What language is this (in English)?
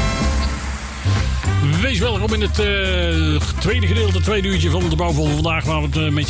Dutch